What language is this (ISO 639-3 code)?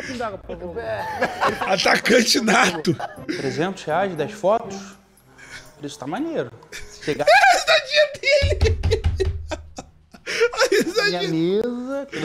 por